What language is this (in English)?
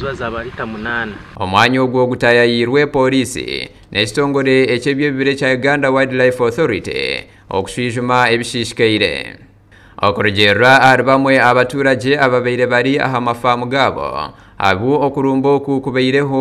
Nyankole